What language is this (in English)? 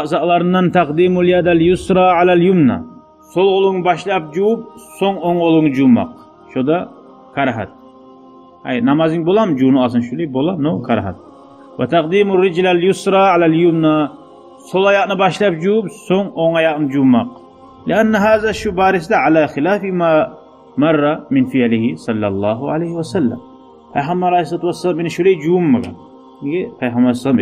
Kumyk